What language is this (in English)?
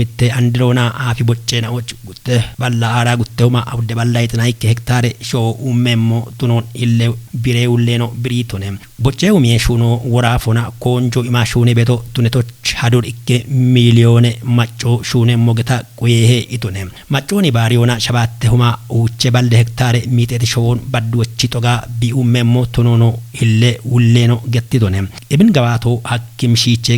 Kafa